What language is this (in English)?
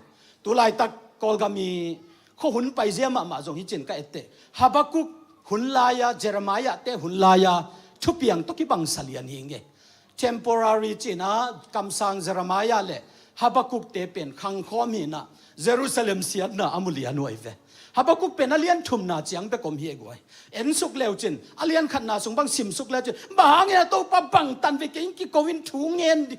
Tedim Chin